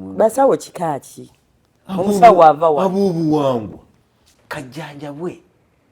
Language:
Ganda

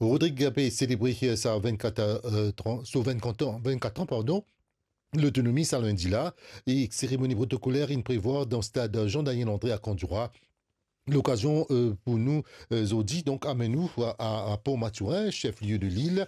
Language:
Morisyen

